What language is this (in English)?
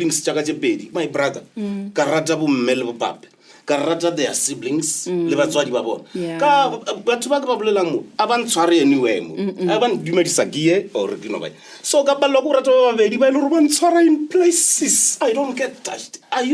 Northern Sotho